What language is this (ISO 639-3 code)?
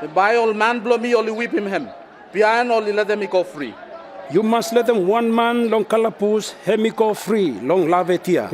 bis